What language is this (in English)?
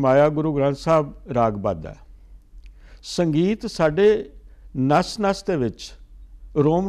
Punjabi